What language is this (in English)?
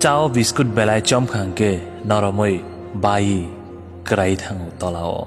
Kok Borok